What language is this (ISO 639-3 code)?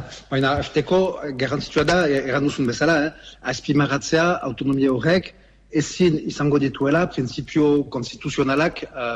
eus